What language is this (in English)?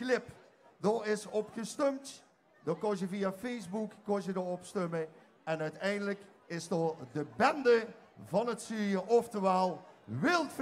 Limburgish